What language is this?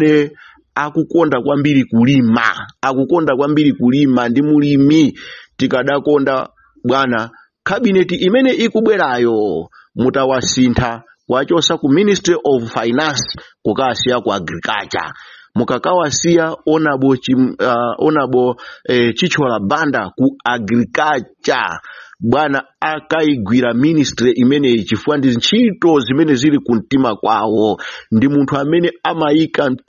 Nyanja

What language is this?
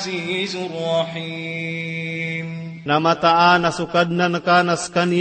Maranao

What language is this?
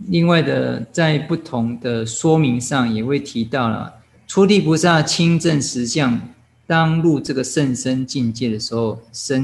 Chinese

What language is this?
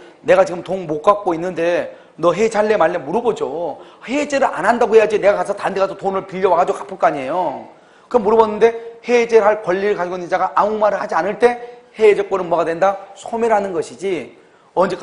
Korean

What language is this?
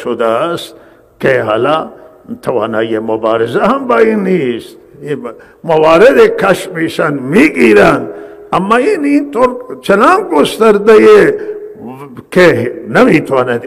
Eastern Balochi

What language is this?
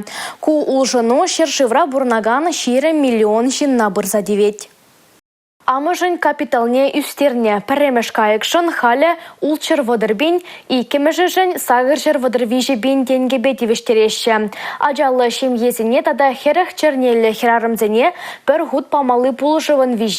Chuvash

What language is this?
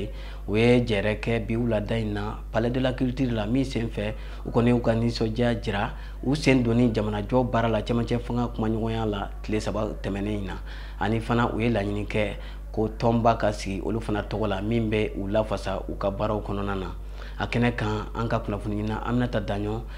Bambara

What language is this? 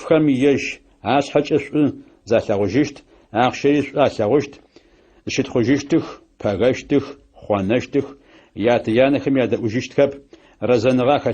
Adyghe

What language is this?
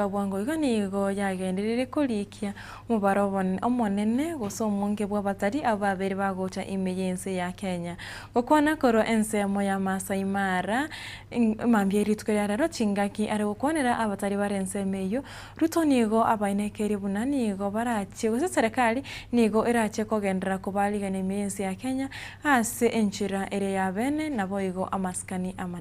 Gusii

